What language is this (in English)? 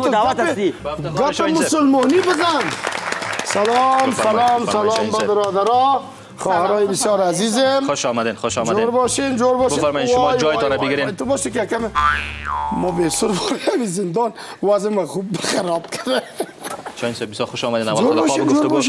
Persian